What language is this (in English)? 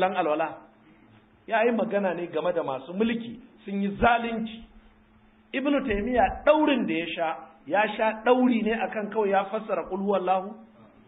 Hausa